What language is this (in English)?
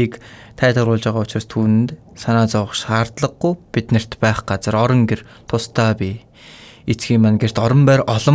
Mongolian